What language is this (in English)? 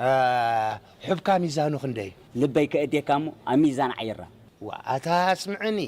Tigrinya